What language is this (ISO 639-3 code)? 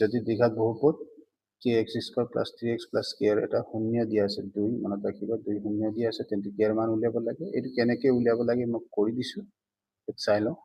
asm